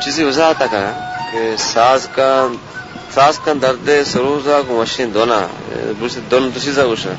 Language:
Baluchi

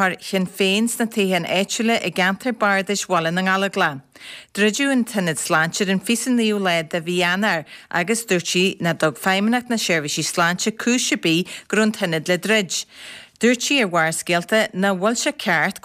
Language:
Irish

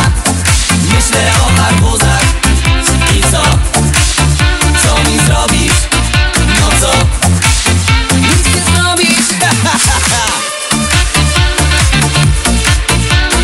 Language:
Polish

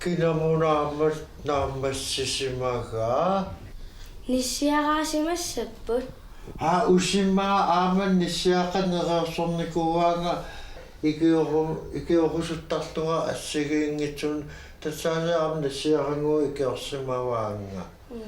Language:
Kalaallisut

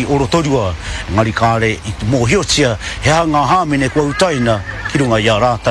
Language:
Māori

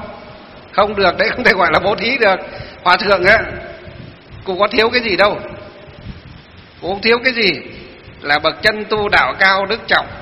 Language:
Vietnamese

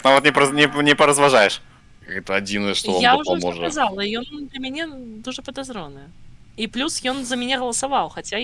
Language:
Belarusian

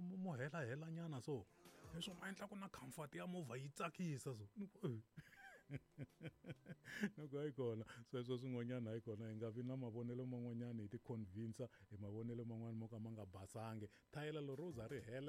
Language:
Tsonga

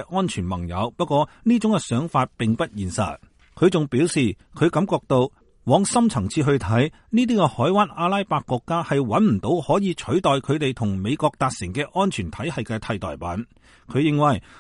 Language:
Cantonese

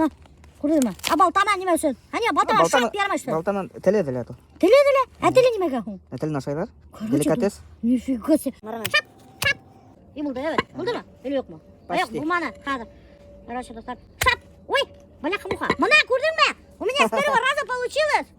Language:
Bashkir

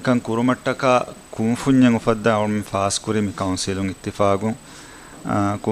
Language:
Divehi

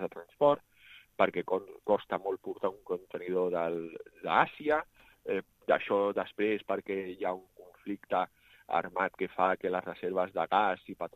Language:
Catalan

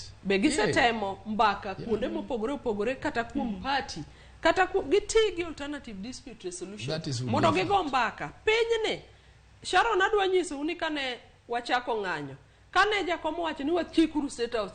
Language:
Luo (Kenya and Tanzania)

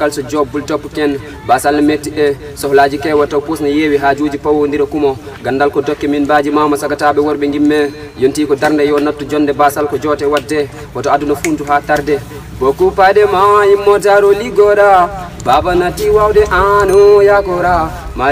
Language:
Pular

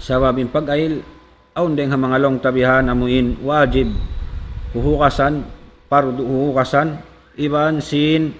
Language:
Tausug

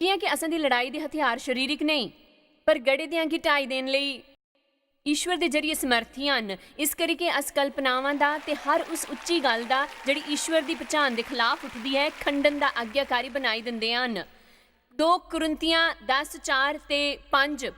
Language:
Dogri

